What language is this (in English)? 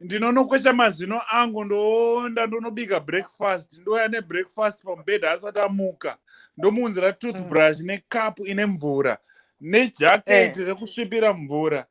Shona